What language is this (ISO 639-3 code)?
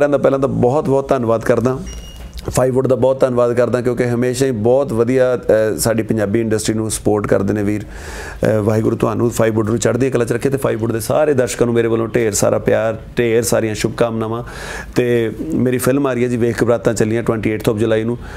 pan